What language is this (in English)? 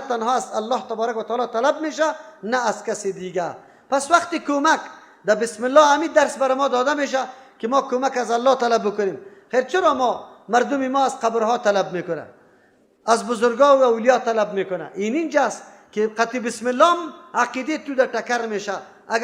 Persian